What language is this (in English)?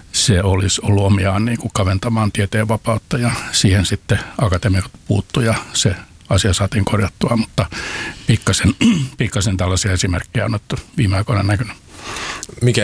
Finnish